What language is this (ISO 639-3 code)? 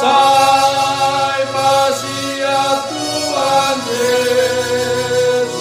bts